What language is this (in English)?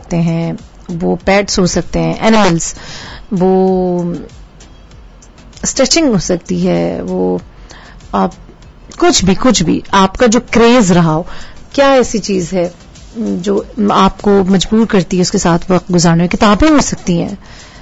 Urdu